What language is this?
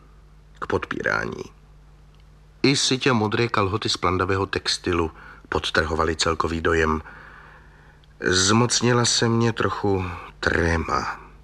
Czech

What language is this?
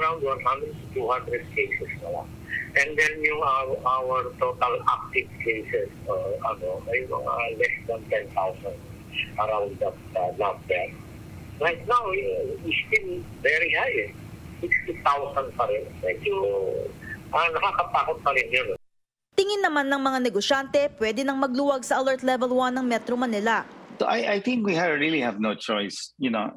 Filipino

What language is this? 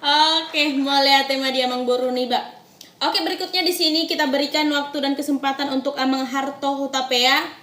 Batak Toba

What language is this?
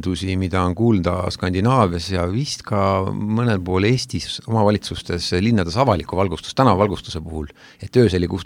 Estonian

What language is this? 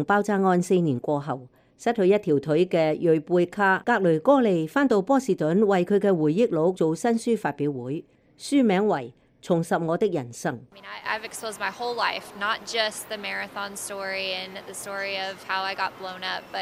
Cantonese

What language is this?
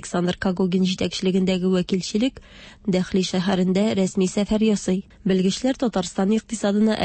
Tatar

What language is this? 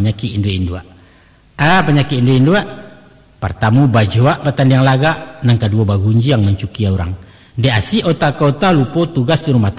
Minangkabau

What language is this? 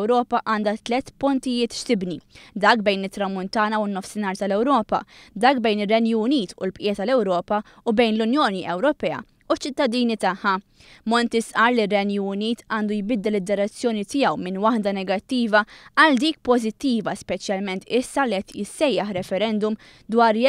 Maltese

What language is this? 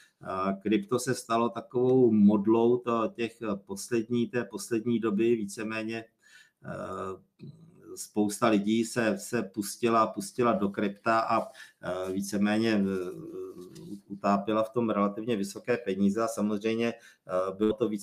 Czech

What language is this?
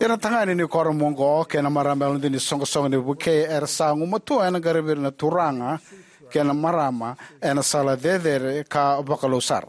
Fijian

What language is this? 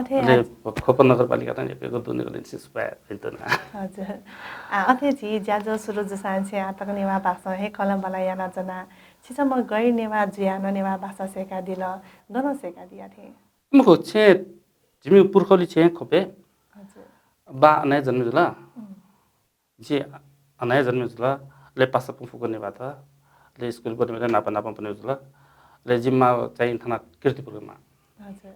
Newari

